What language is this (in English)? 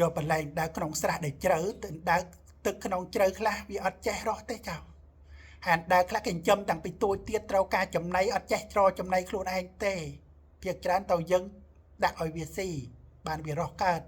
Khmer